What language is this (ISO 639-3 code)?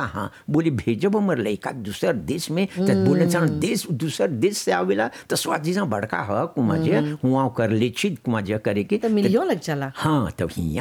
bho